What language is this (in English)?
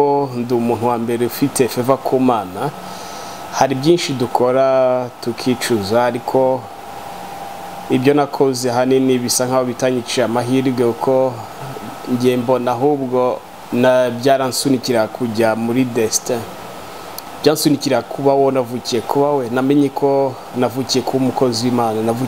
Kinyarwanda